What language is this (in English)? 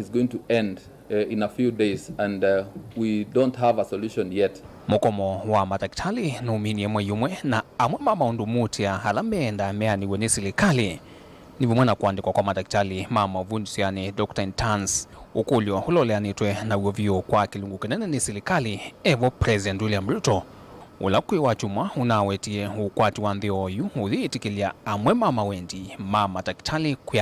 Kamba